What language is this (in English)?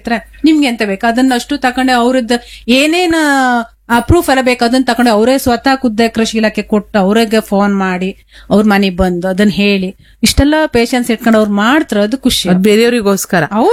Kannada